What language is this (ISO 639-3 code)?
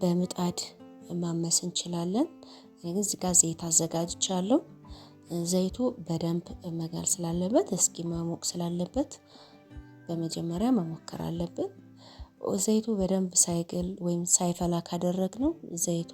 amh